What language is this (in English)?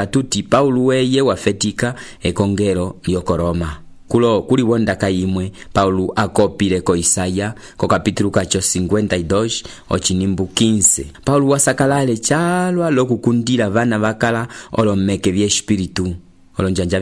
Umbundu